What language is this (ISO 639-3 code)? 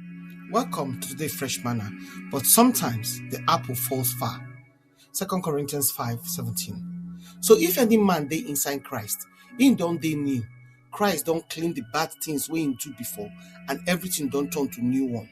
pcm